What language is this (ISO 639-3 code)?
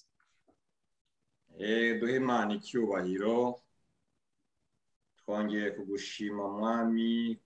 kin